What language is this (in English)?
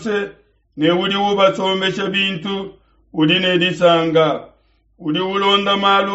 Luba-Lulua